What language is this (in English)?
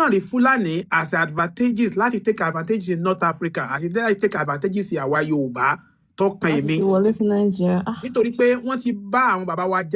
Yoruba